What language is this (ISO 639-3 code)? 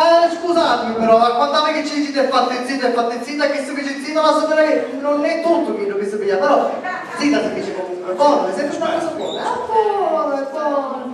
scn